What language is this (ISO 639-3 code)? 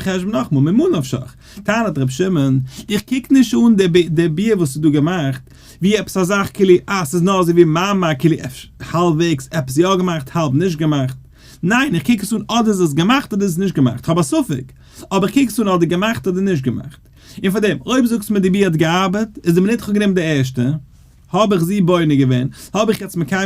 yid